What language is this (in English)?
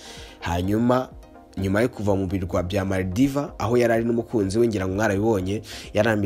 Kinyarwanda